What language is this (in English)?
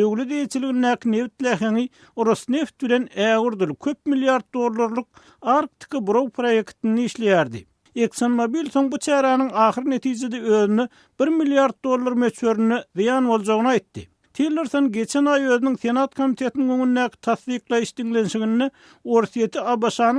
Turkmen